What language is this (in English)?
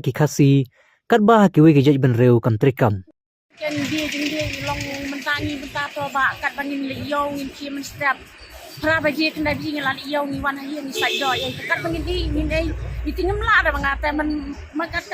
Khasi